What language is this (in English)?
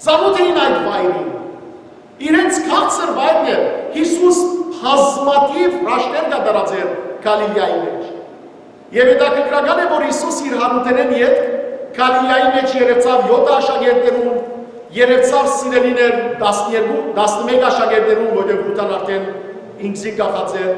Western Armenian